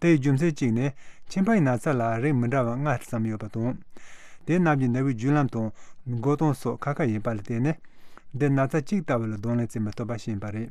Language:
Tibetan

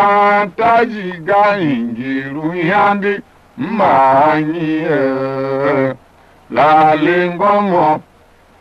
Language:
Tiv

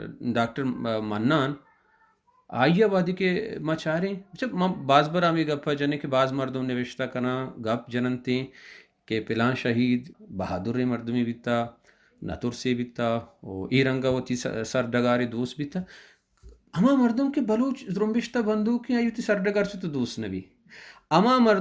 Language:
Baluchi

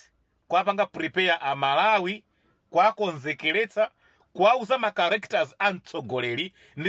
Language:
Nyanja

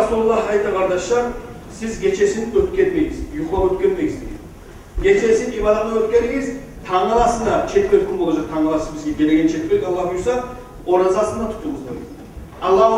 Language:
Kumyk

